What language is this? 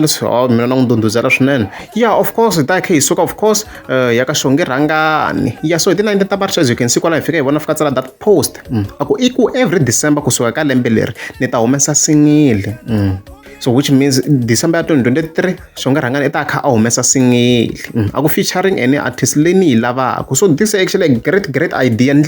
Tsonga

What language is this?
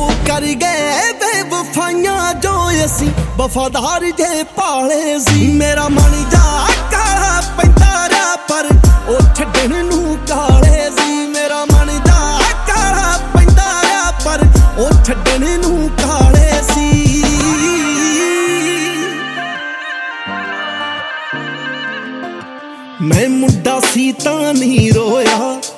Punjabi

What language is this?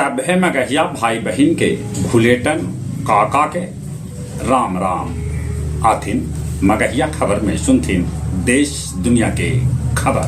Magahi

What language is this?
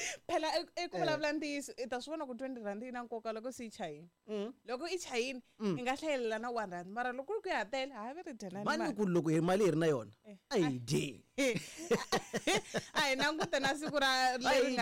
Tsonga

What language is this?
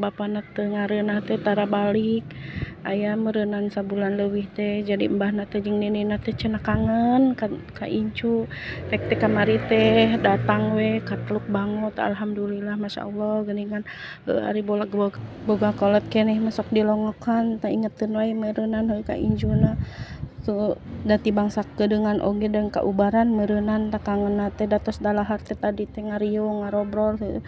Sundanese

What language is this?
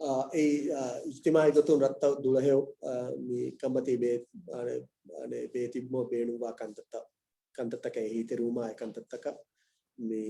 Divehi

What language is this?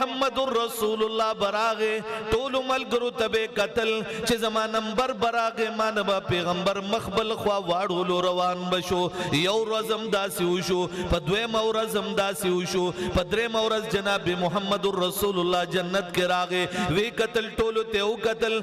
Pashto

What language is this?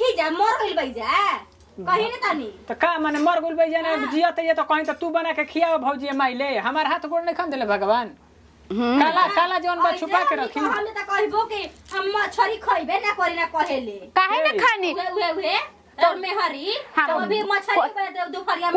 Bhojpuri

